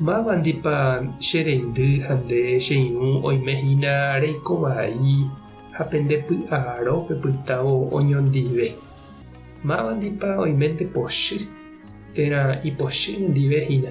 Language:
Guarani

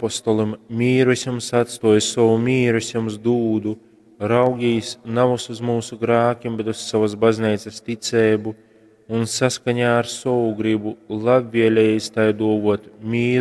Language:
Latgalian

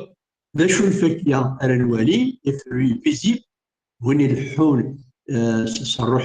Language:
Kabyle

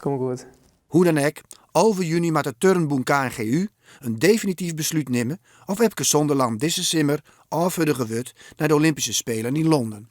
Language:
Western Frisian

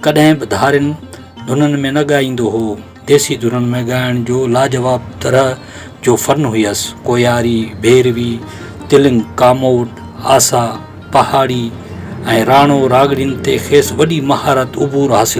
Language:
Sindhi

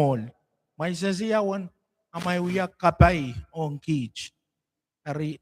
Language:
Pohnpeian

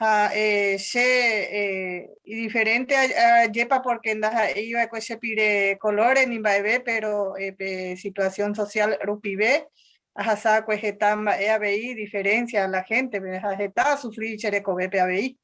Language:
Guarani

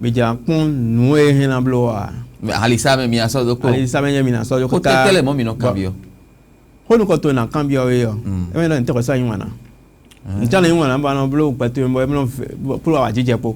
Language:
Fon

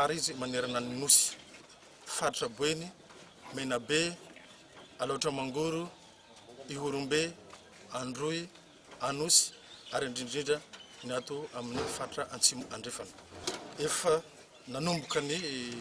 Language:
Malagasy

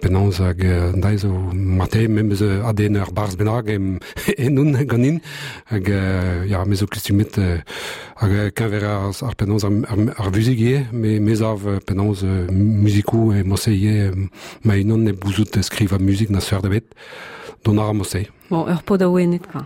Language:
Breton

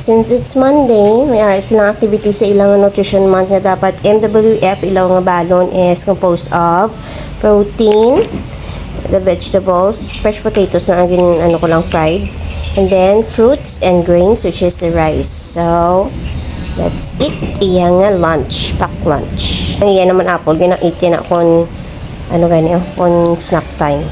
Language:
Hiligaynon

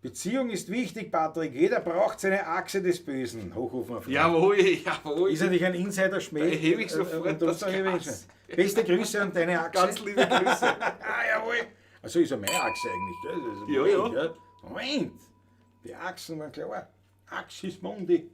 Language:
Bavarian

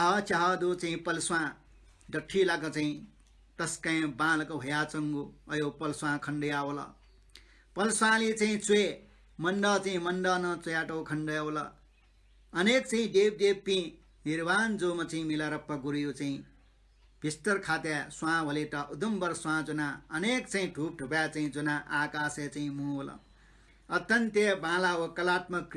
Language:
Newari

